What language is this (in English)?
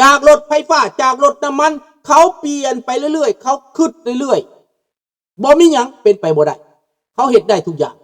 Lao